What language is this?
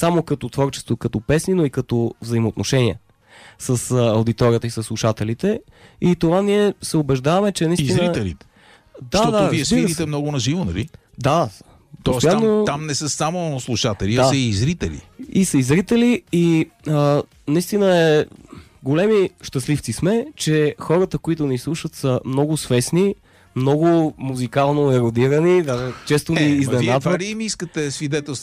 Bulgarian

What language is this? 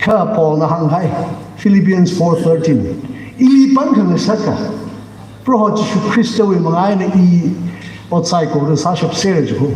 Tangkhul Naga (India)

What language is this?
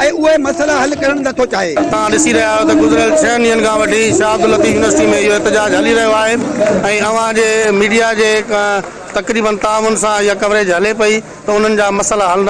Sindhi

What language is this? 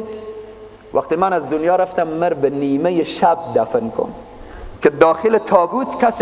Persian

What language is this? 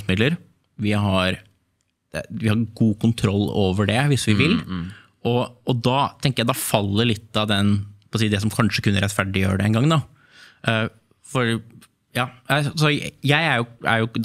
Norwegian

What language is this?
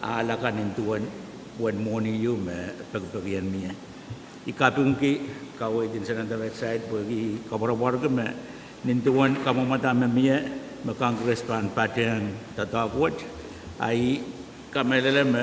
Pohnpeian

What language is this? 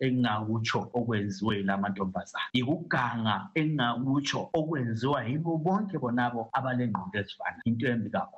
North Ndebele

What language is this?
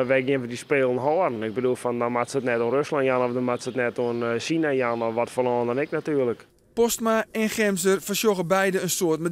Western Frisian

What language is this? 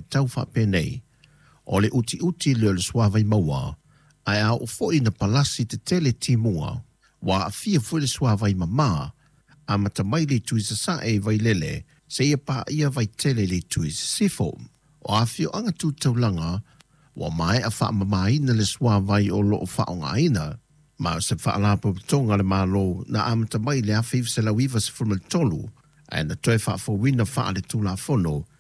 Samoan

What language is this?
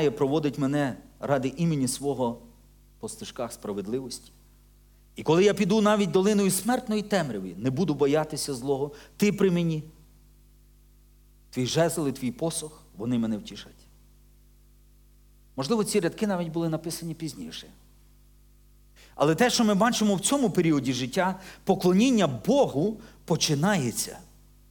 Ukrainian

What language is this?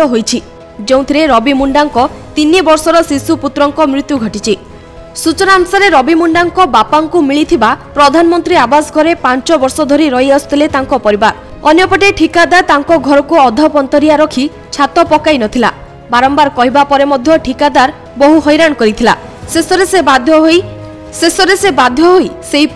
Odia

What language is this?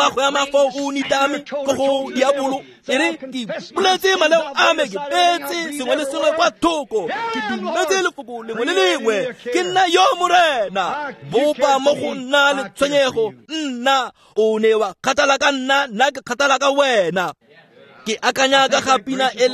Tswana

